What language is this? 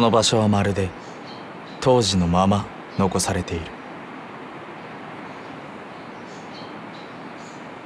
Japanese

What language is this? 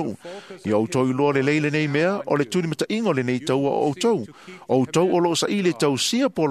Samoan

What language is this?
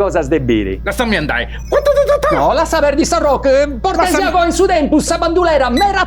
Sardinian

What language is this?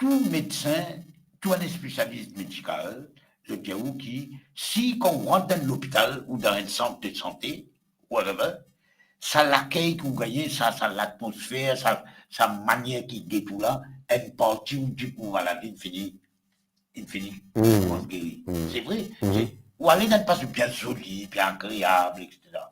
Morisyen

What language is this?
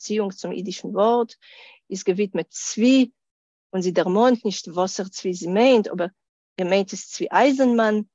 Yiddish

